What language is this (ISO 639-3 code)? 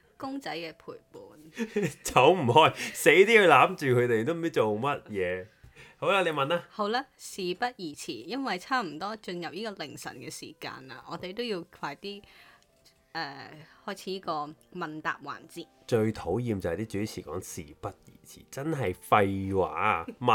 yue